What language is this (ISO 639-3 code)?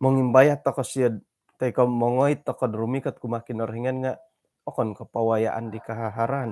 dtp